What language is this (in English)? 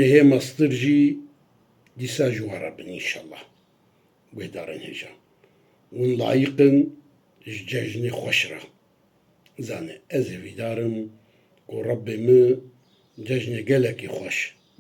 Kurdish